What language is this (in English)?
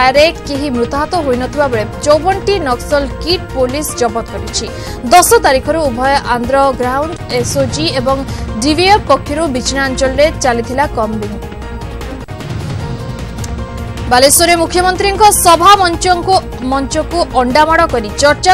Odia